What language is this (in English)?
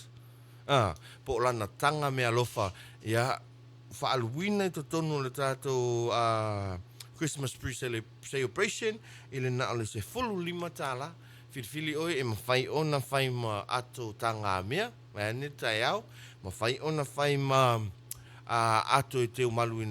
Samoan